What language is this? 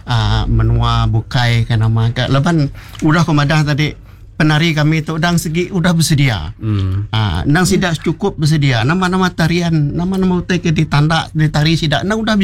Iban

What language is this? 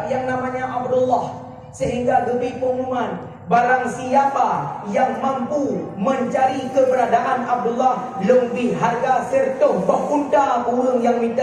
Achinese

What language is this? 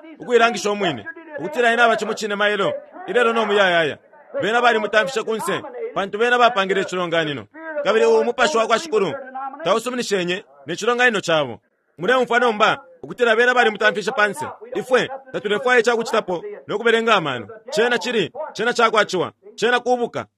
Bemba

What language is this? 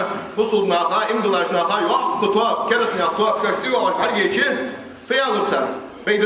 Ingush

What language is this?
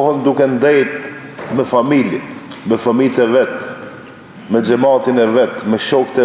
Albanian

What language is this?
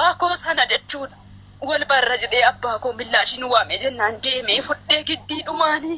Oromo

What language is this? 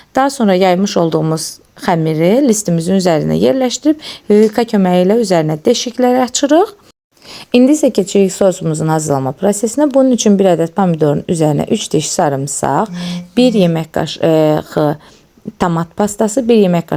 Azerbaijani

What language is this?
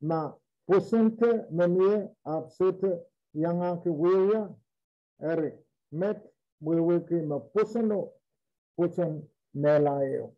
Pohnpeian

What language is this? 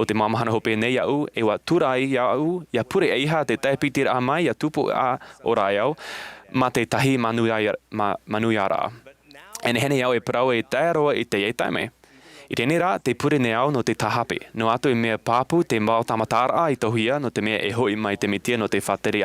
Tahitian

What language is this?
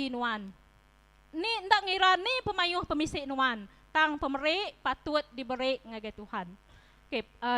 Iban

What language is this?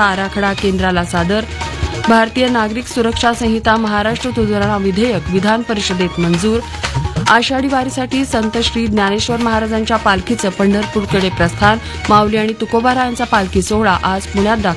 Marathi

